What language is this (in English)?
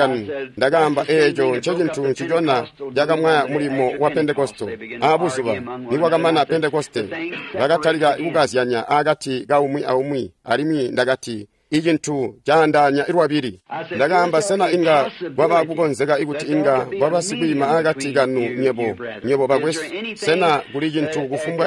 Tonga (Zambia)